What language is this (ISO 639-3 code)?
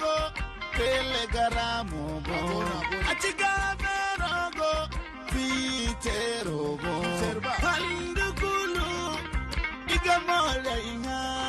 dje